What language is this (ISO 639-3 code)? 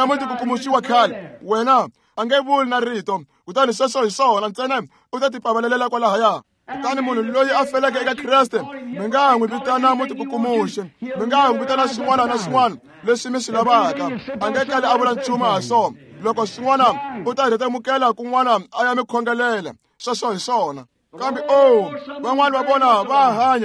tso